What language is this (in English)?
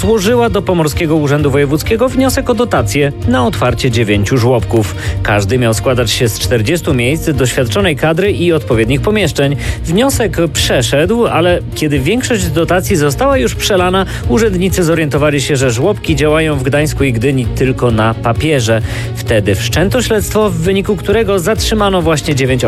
Polish